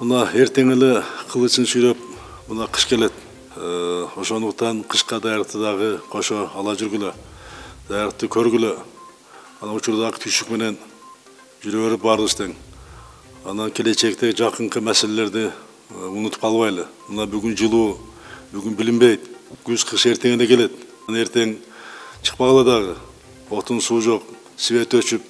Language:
Kyrgyz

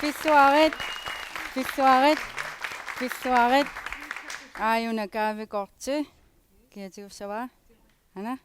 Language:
Kalaallisut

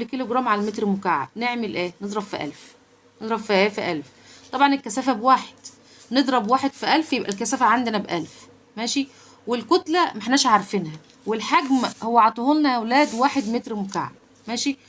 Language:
Egyptian Arabic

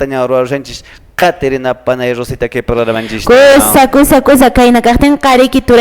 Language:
Quechua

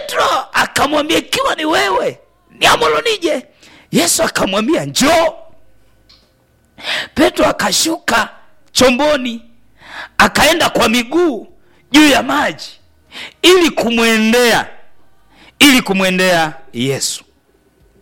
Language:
Swahili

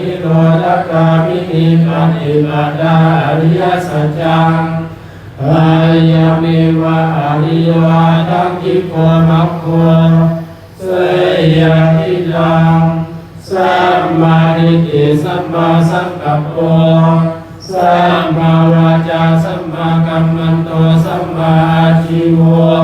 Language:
Pali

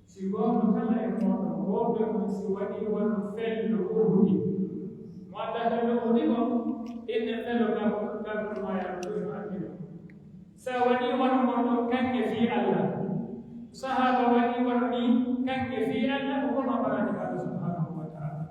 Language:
Pular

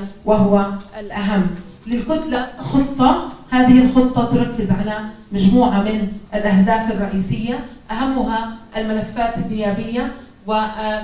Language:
Arabic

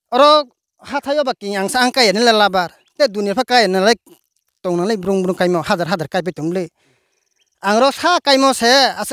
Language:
Riang (India)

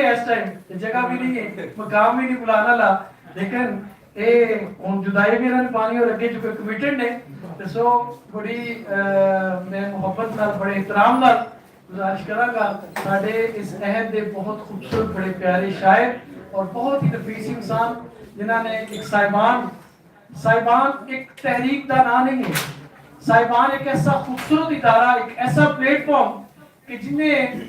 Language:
Western Panjabi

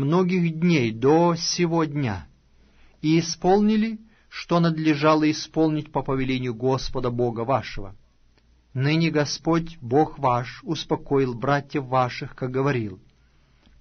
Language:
Russian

